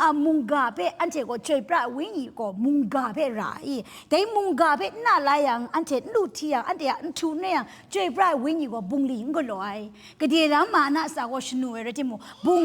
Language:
Kachin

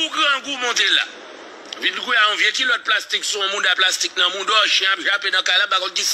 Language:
Haitian Creole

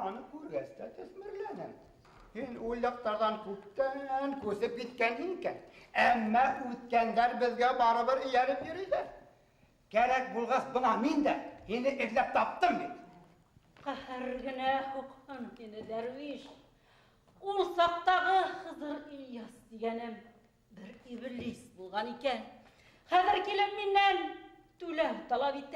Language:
Bashkir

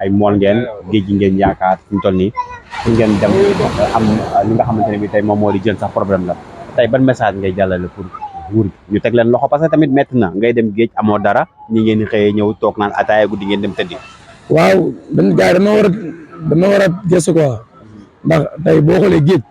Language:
Wolof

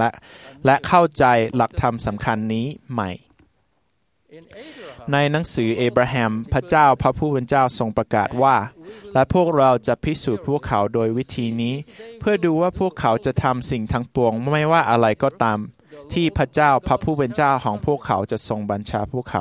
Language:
Thai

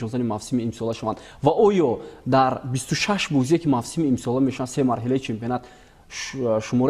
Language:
Tajik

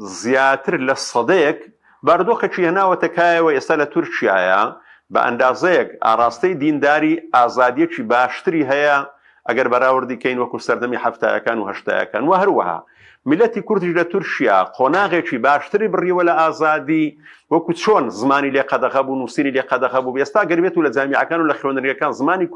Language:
Central Kurdish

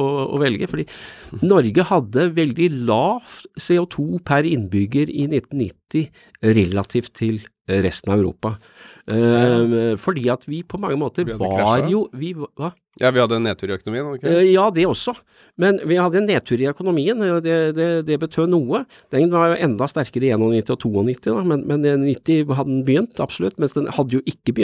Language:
Norwegian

